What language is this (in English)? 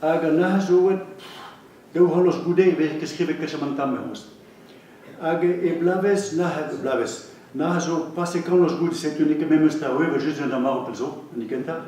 Breton